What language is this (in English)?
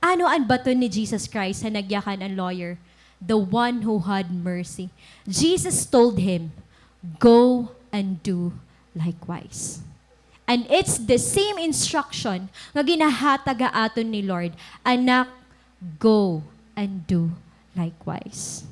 Waray